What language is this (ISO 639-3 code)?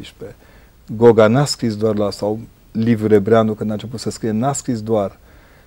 ron